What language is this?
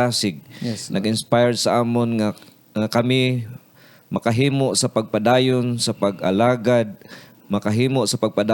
Hiligaynon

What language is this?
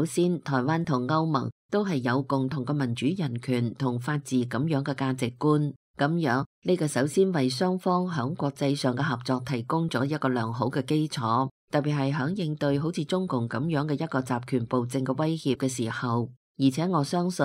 Cantonese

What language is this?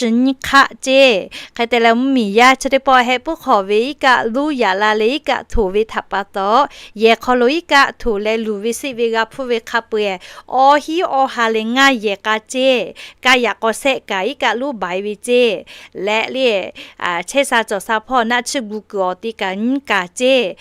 Lahu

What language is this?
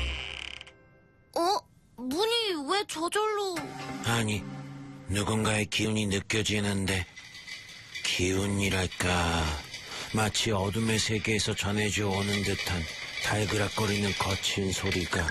Korean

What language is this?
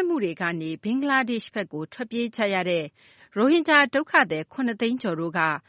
Burmese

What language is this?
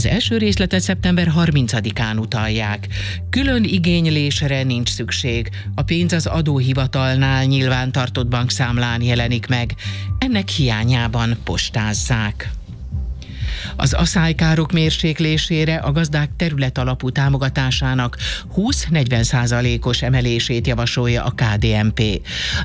Hungarian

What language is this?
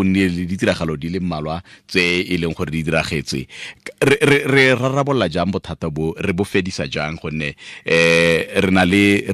Tswana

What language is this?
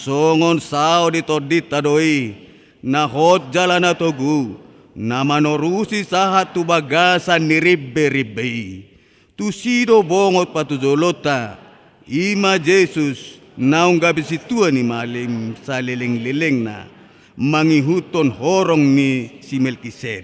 Batak Toba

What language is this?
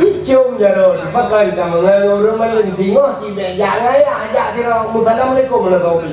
Achinese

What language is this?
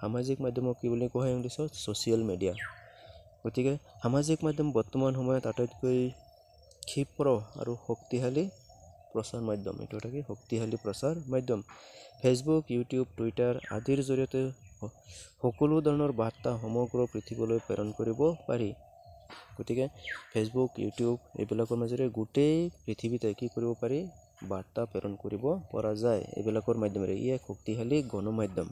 Assamese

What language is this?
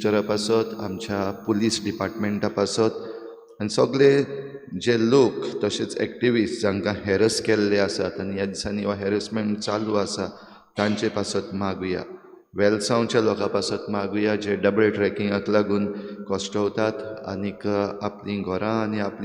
Konkani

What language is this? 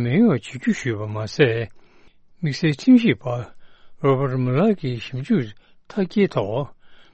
Tibetan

